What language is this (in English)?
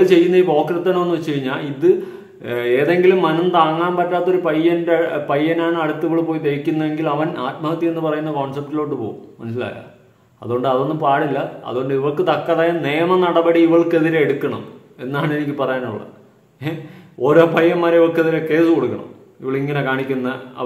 Malayalam